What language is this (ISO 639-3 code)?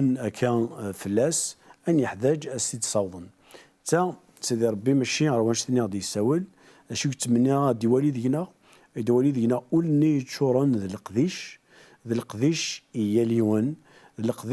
kab